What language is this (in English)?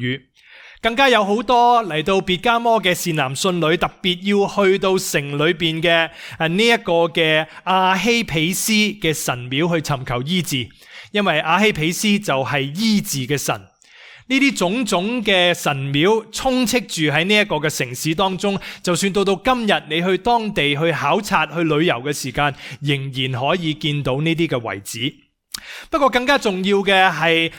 Cantonese